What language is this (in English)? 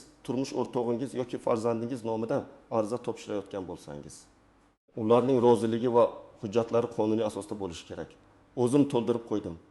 Uzbek